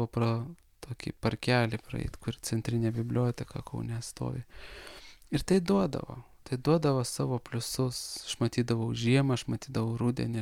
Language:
Lithuanian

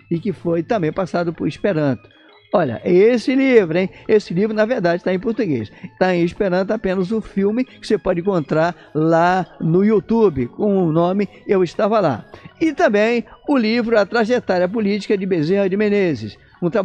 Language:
Portuguese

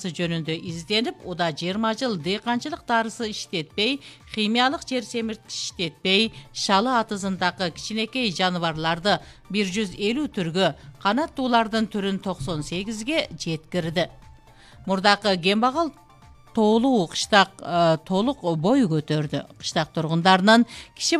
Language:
Kyrgyz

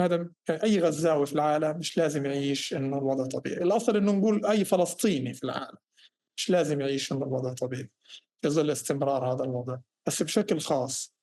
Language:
North Levantine Arabic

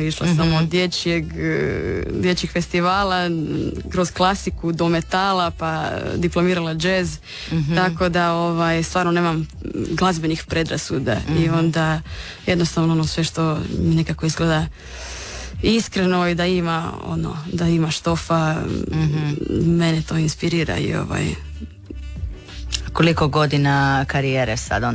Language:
Croatian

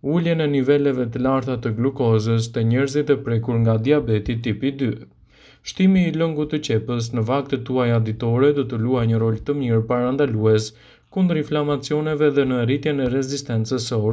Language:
Albanian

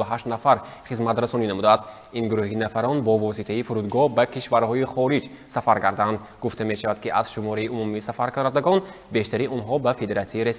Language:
Tajik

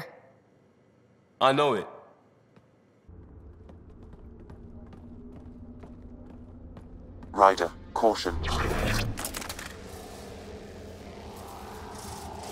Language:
English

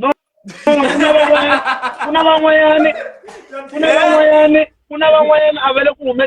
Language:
Tsonga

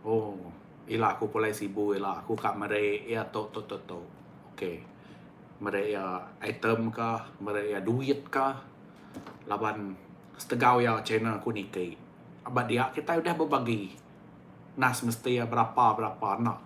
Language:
Iban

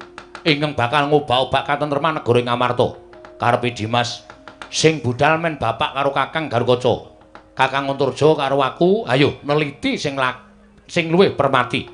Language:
Javanese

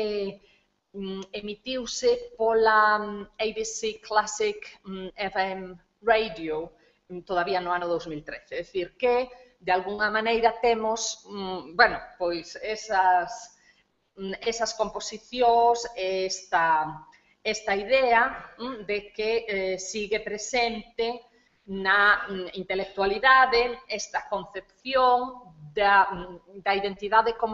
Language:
Galician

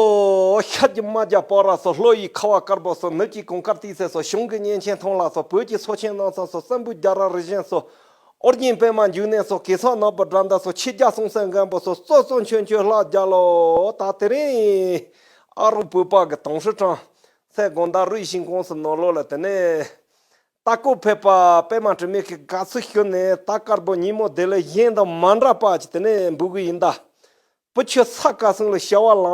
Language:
Tibetan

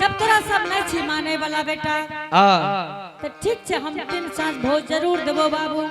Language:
Angika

